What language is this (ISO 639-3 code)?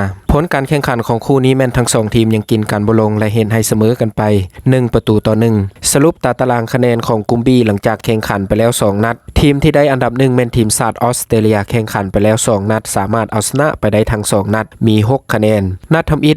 lao